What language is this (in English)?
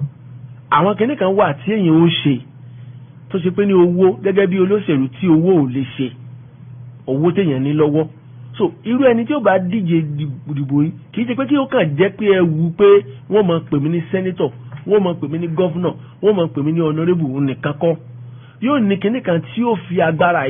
Yoruba